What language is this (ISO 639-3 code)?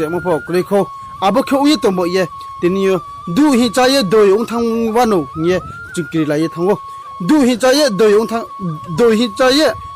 ria